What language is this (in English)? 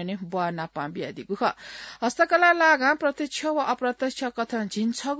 Newari